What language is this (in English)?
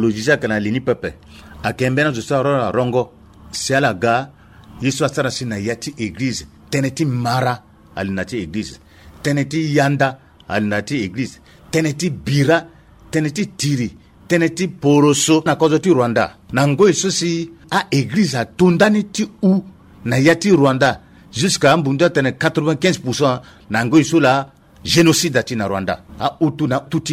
Sango